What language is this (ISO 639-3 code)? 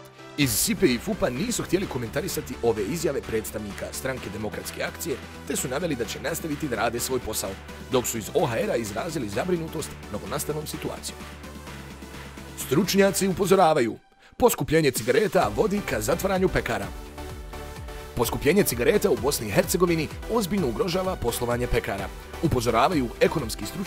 bos